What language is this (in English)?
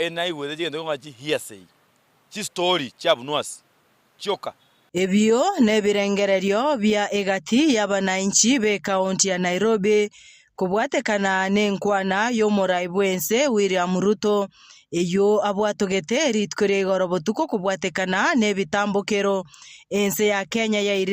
Gusii